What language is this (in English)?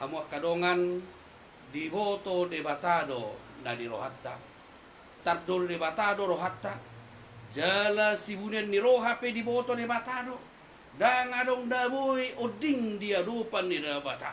Batak Toba